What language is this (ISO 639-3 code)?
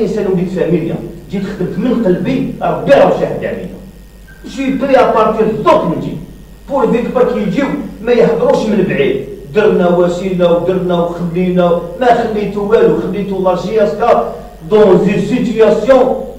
arq